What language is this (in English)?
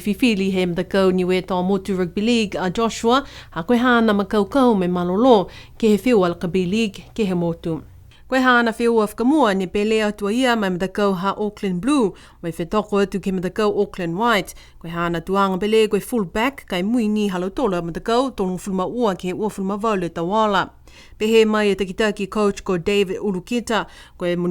Niuean